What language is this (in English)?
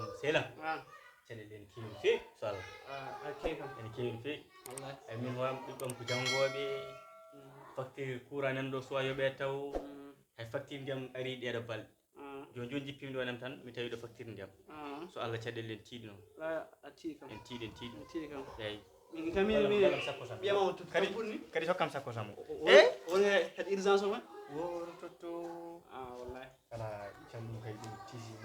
Fula